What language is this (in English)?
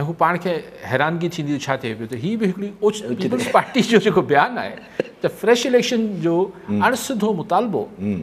Sindhi